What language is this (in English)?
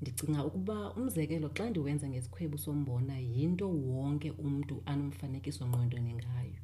Xhosa